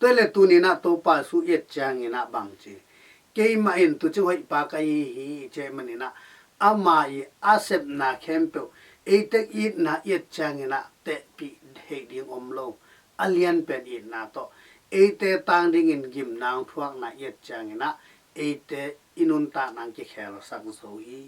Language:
Tedim Chin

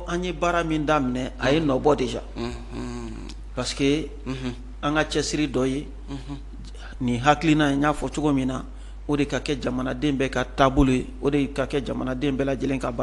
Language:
Bambara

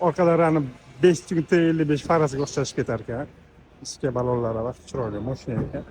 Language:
Uzbek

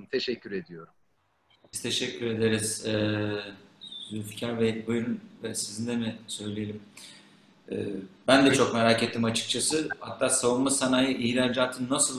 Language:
Turkish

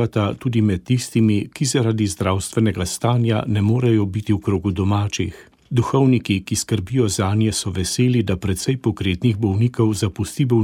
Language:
Slovenian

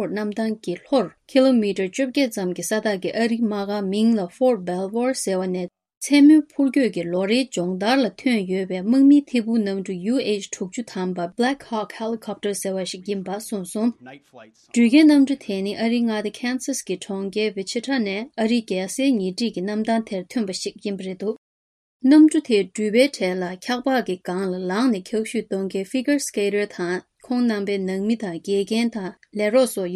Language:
Tibetan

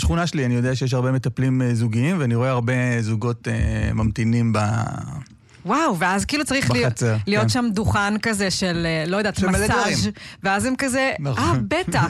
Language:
Hebrew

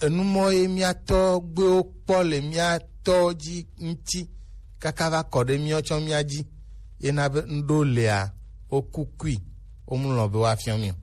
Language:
Gen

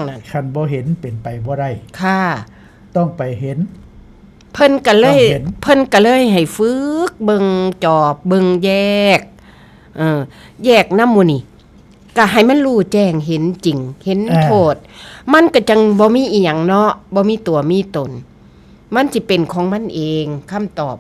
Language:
Northeastern Thai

